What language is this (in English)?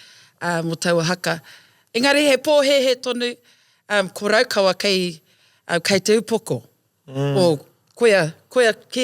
Māori